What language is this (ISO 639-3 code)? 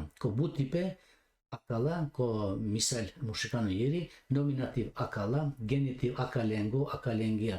rmn